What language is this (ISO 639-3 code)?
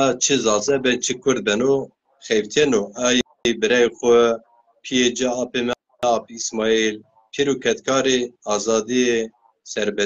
zza